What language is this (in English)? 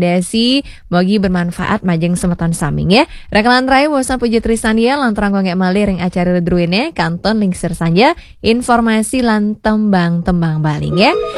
Balinese